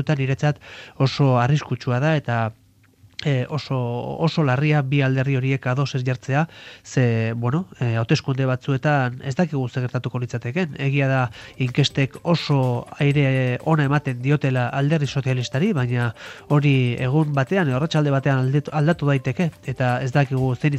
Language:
Basque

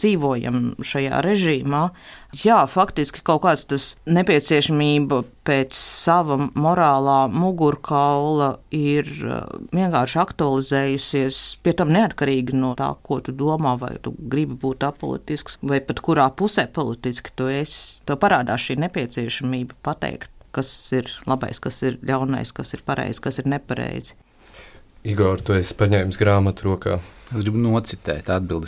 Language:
Latvian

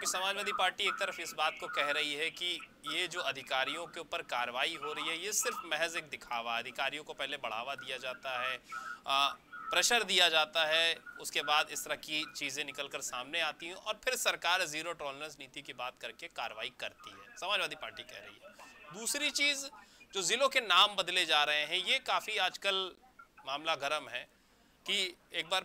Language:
Hindi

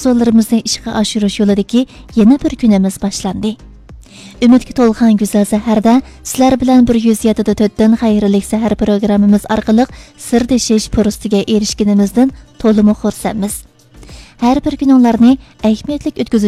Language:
Uyghur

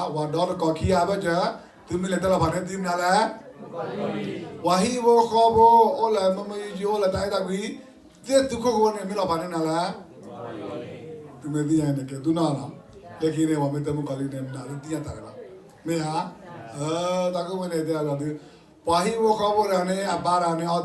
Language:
S'gaw Karen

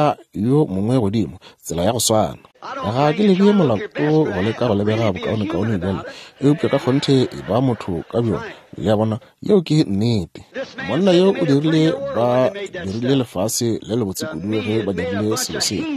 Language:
Northern Sotho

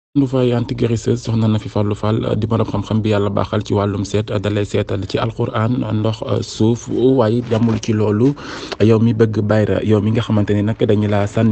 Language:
Wolof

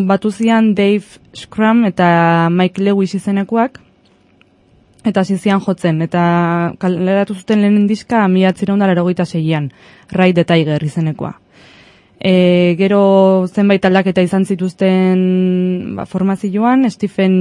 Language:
Basque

